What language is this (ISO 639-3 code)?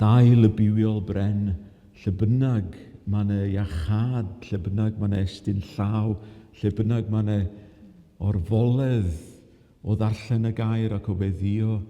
cym